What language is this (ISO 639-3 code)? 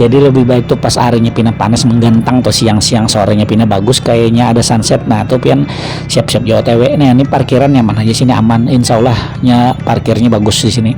bjn